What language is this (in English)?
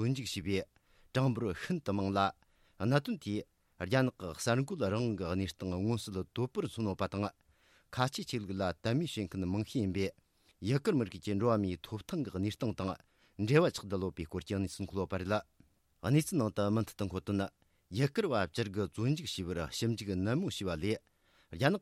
Tibetan